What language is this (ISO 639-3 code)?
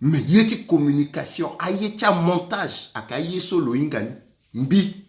sag